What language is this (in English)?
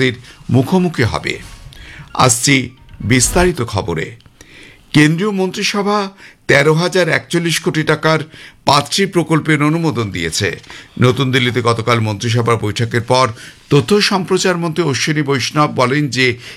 Bangla